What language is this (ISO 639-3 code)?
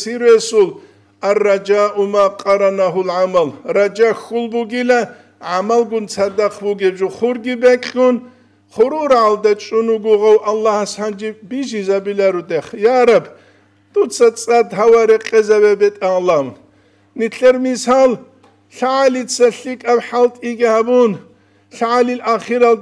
ava